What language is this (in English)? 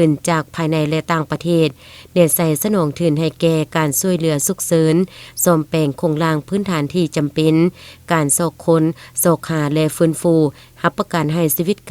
Lao